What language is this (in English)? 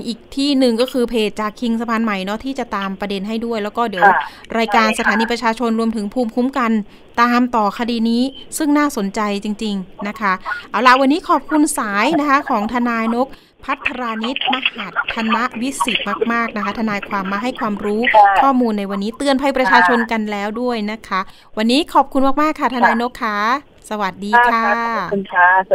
Thai